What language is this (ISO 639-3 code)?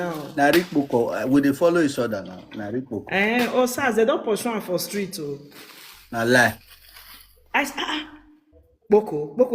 pcm